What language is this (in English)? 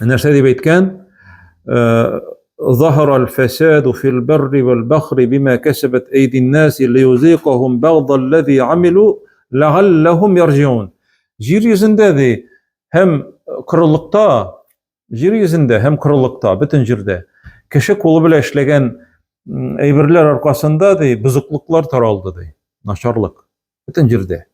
Tatar